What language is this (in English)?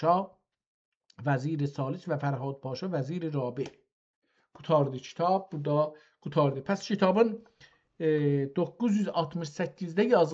South Azerbaijani